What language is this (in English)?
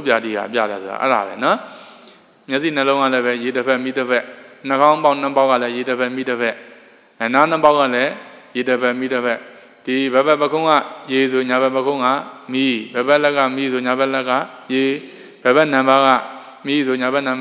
Burmese